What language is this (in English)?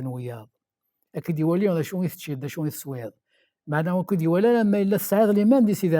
Kabyle